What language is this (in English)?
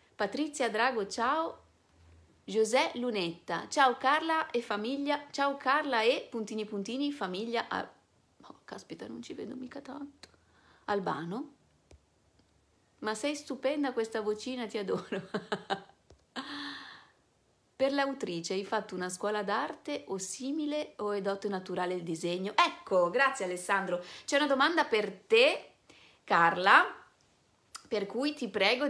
Italian